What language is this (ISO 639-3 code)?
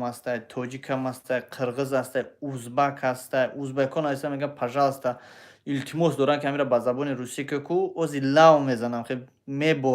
tgk